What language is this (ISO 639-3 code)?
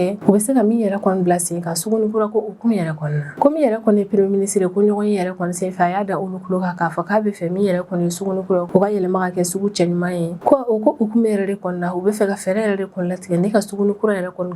bam